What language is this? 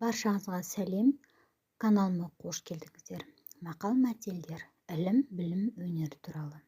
Kazakh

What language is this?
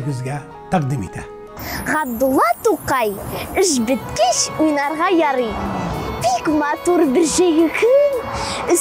Tatar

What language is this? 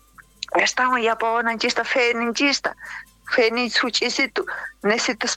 South Bolivian Quechua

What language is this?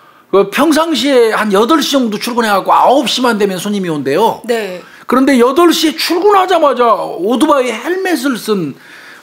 Korean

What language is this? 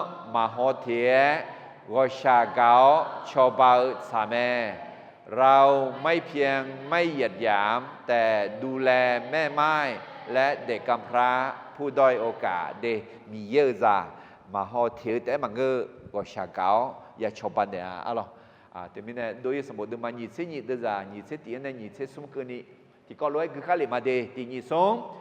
Akha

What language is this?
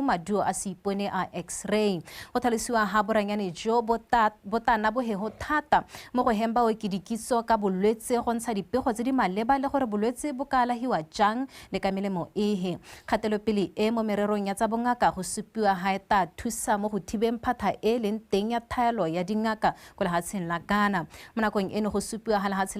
Tswana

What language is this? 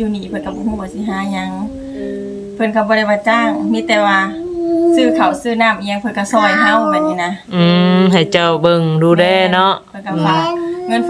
Northeastern Thai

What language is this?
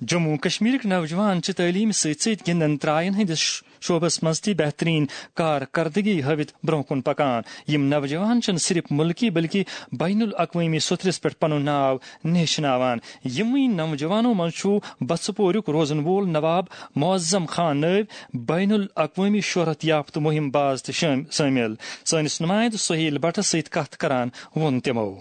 Kashmiri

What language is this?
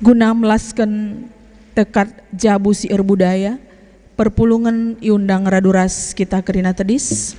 Batak Karo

